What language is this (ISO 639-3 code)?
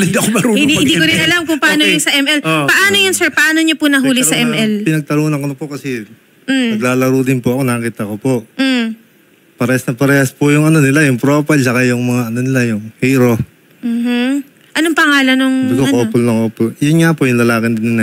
fil